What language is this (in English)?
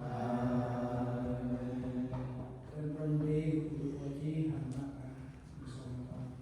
Central Mnong